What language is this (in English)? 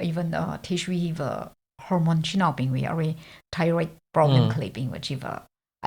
Tangkhul Naga (India)